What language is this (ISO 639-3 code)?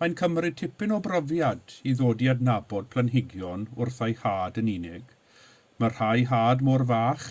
cym